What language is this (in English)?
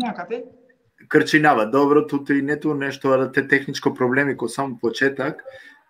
Balkan Romani